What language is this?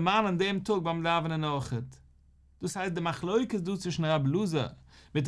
Yiddish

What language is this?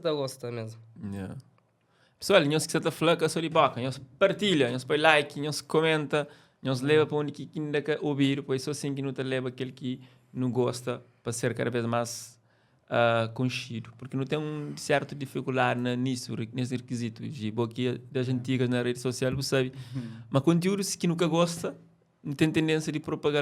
Kabuverdianu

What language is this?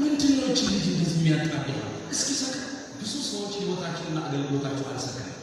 Amharic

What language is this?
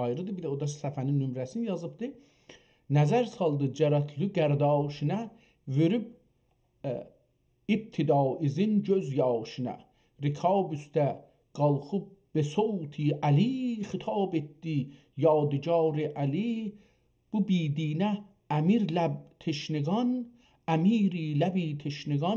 South Azerbaijani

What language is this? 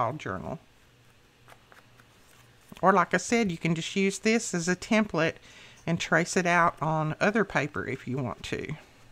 English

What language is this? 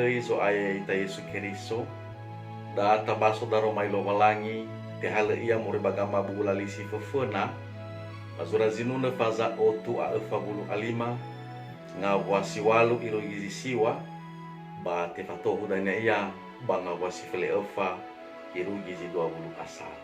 Nias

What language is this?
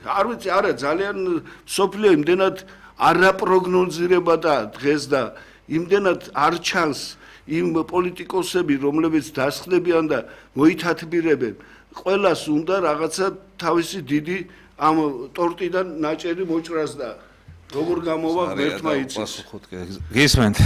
Georgian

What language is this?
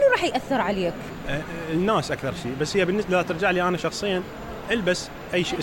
Mesopotamian Arabic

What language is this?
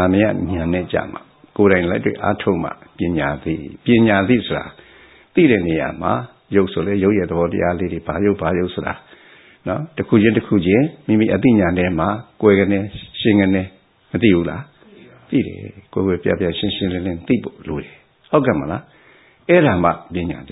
Burmese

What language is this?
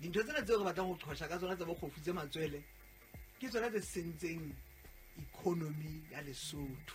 Southern Sotho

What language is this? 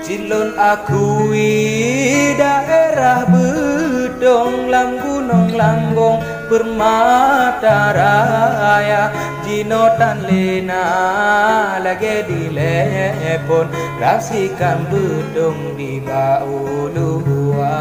Achinese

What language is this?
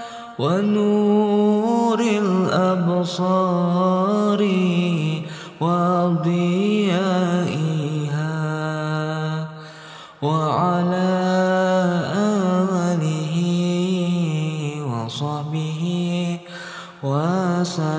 Arabic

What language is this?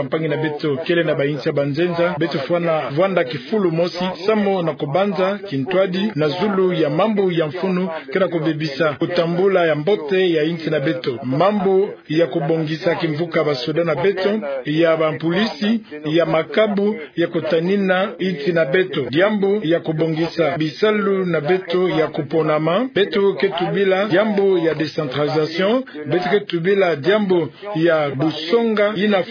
Kituba (Democratic Republic of Congo)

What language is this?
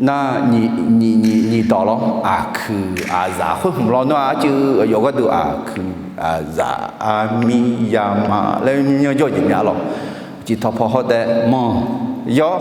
Akha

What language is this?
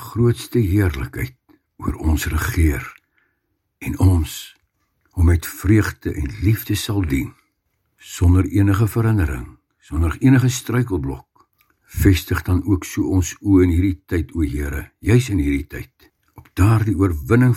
Afrikaans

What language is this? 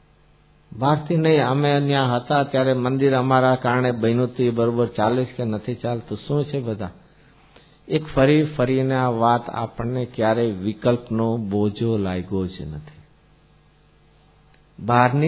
Gujarati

